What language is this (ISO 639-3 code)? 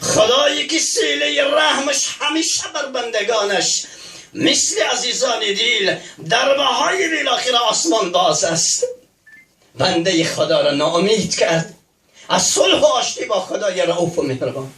tgk